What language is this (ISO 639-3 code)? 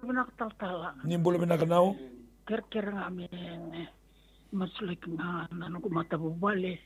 fij